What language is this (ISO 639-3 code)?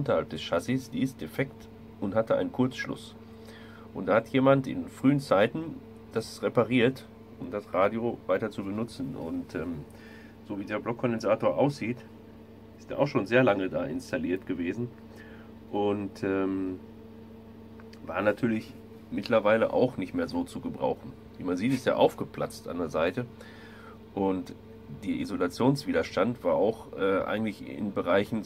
deu